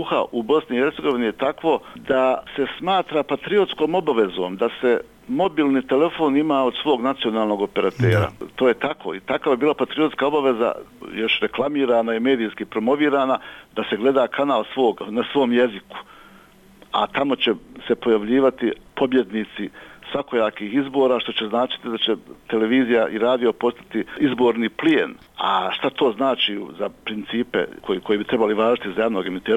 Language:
Bosnian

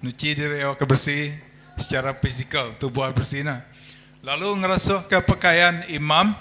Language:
Iban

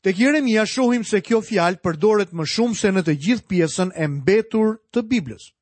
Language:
Albanian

